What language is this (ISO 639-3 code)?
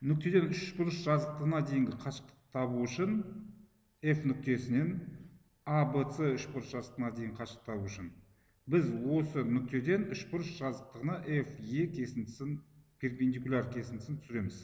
kaz